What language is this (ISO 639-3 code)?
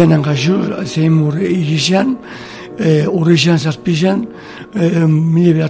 eus